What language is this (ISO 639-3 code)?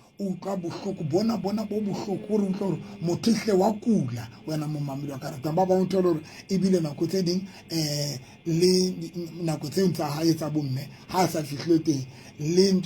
sot